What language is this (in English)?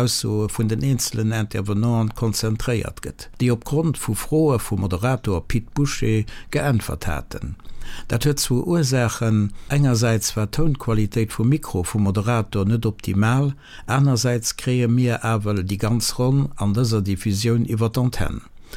Luxembourgish